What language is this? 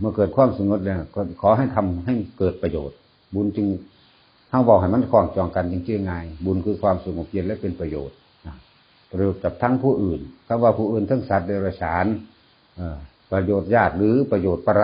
Northeastern Thai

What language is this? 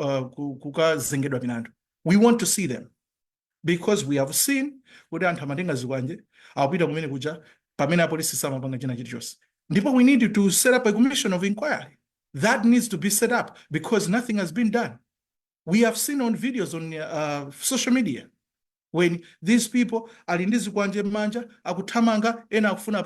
Nyanja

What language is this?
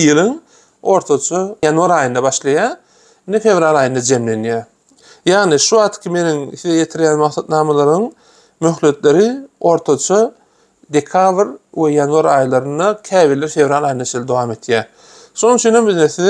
Turkmen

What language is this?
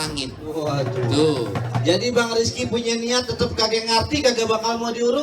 Betawi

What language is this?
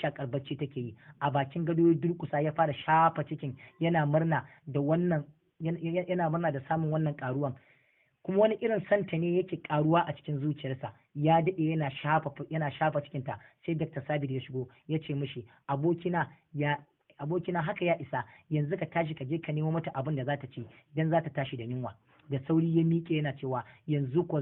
Hausa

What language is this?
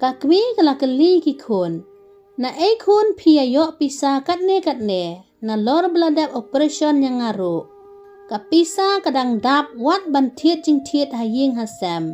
Khasi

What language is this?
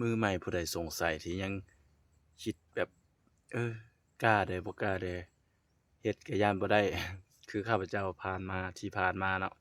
Lao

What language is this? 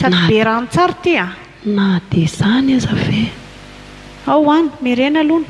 Malagasy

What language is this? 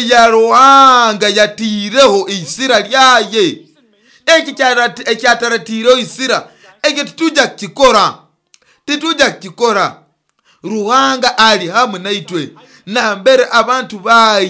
Nyoro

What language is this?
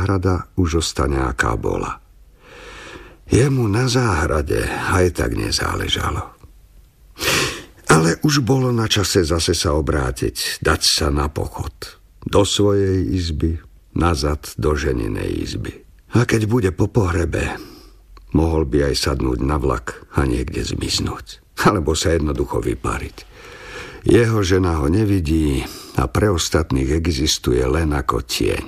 Slovak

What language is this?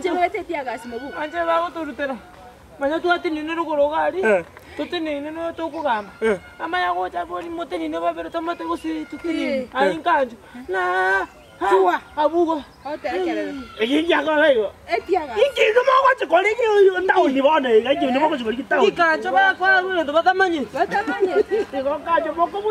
Gusii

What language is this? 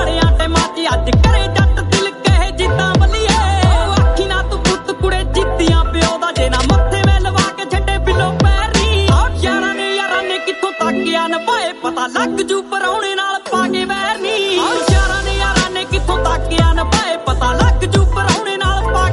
Punjabi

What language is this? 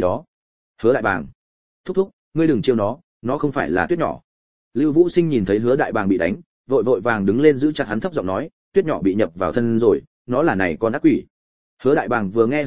Vietnamese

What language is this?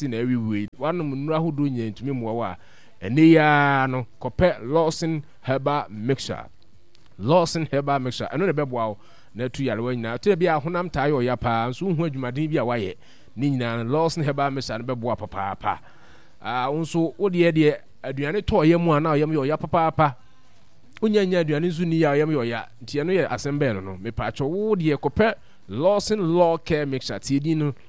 Akan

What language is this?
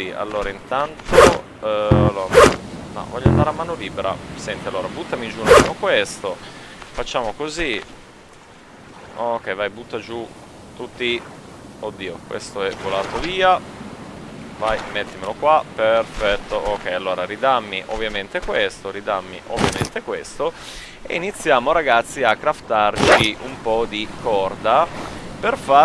Italian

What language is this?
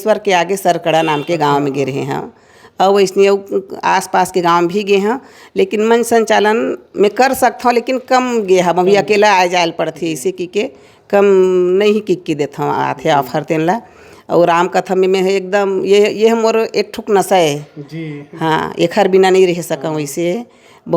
Chhattisgarhi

